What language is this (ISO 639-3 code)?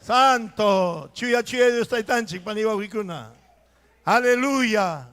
quy